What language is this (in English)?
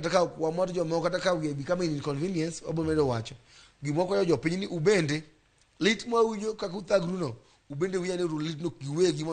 Luo (Kenya and Tanzania)